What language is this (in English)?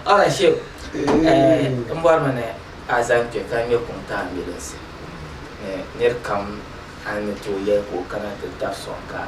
Dagbani